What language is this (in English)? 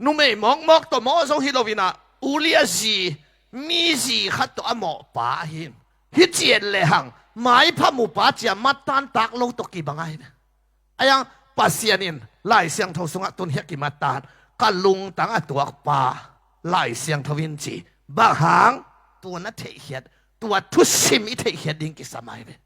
Tedim Chin